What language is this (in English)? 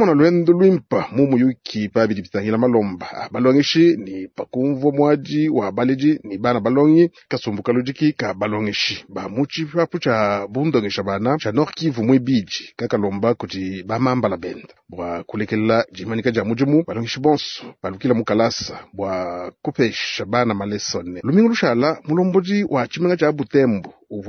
Luba-Lulua